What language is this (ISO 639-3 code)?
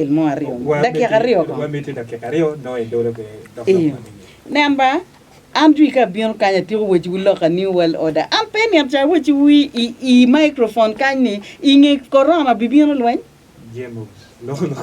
ach